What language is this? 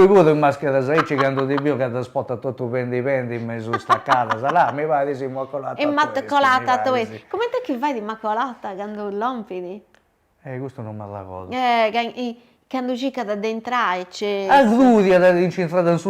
Sardinian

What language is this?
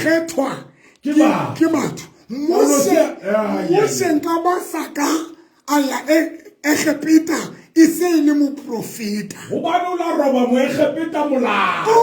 Southern Sotho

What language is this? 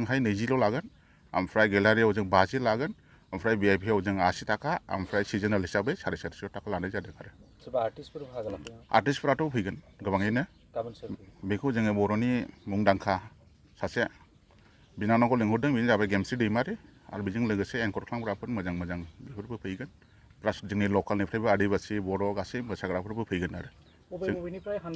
Bodo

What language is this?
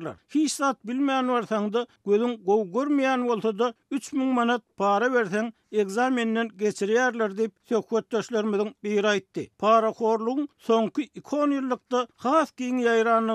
Turkmen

